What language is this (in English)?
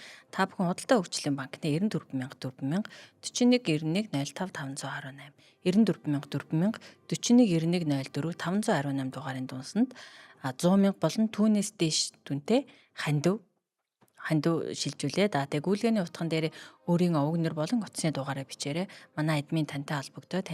Mongolian